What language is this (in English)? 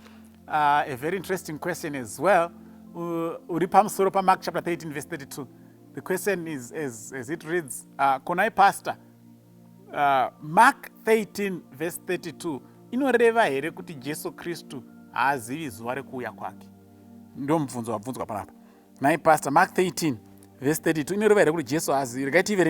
Shona